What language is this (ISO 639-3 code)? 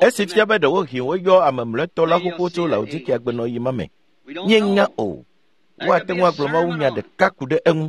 ewe